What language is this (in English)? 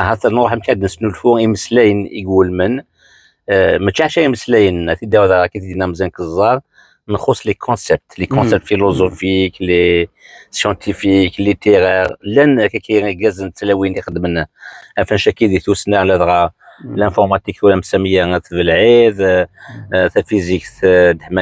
Kabyle